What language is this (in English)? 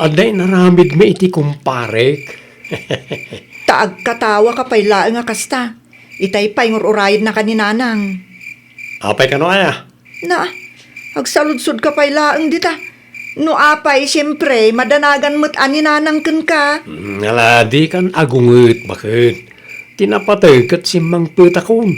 Iloko